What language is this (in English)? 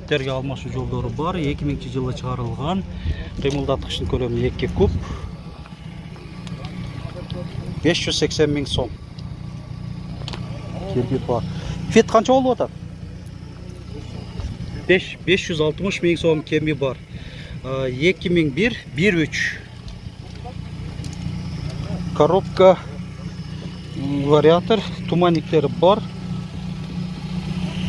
Kyrgyz